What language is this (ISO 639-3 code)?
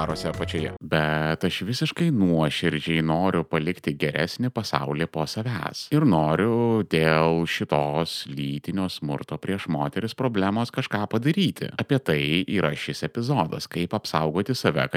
lit